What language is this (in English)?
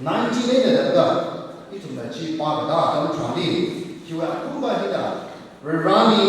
Tangkhul Naga (India)